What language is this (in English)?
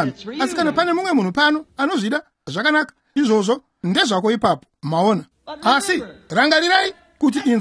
Shona